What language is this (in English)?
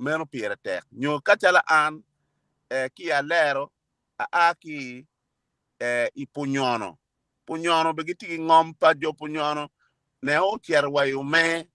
Acoli